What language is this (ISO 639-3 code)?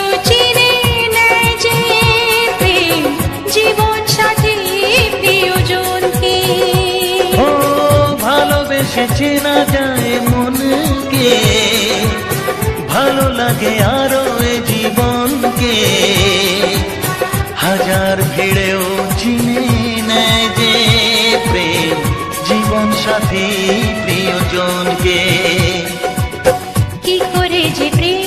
ben